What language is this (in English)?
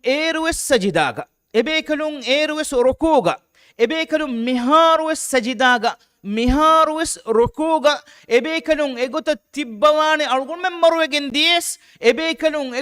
Divehi